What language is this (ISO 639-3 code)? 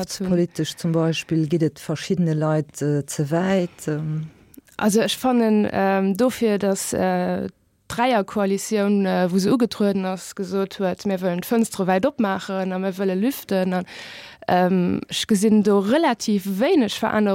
ltz